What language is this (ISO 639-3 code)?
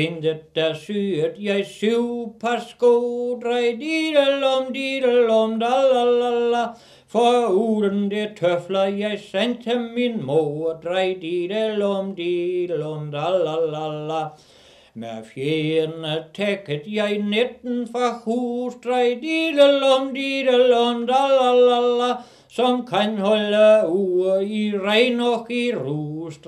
dan